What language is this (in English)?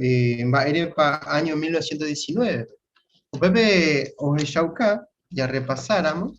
Guarani